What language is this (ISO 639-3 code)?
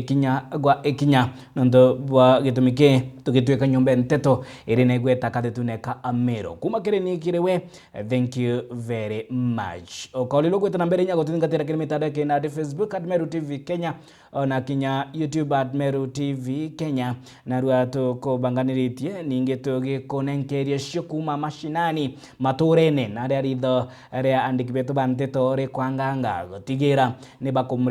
mer